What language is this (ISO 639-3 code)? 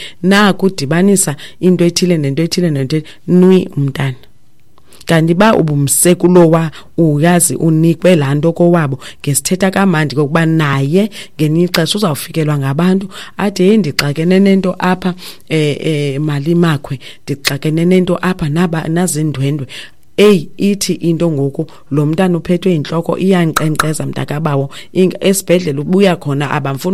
xho